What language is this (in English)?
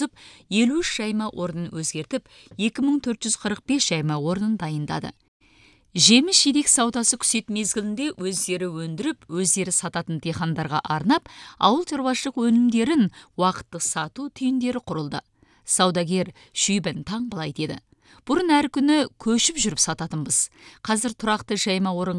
Kazakh